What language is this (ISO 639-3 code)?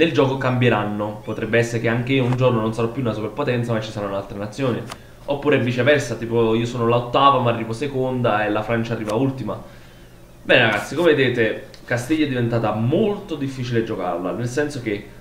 ita